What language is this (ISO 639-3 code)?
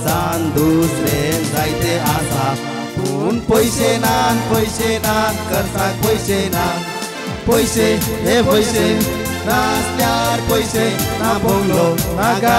kok